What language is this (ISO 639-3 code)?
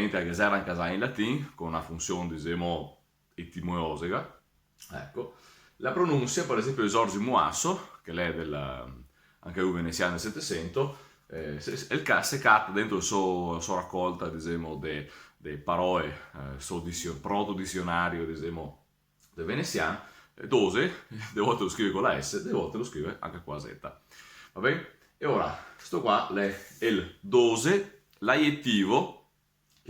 vec